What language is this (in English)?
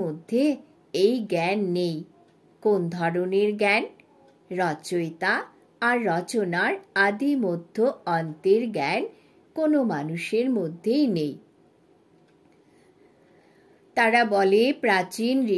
Bangla